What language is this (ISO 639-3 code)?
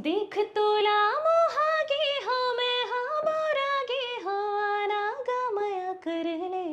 hne